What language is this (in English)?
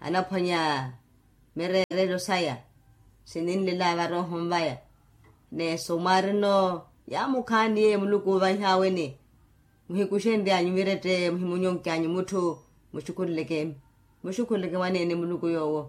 Makhuwa